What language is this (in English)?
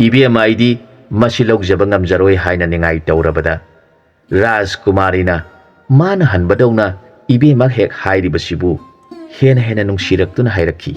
Manipuri